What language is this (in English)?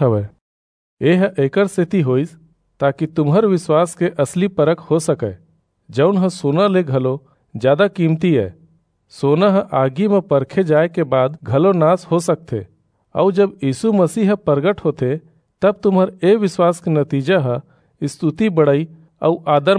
Chhattisgarhi